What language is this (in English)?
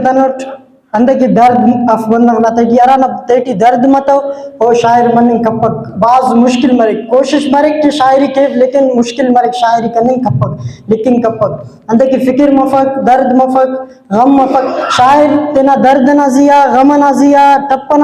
Brahui